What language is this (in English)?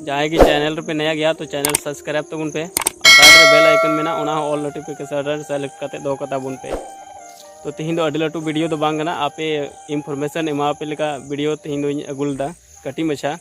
Santali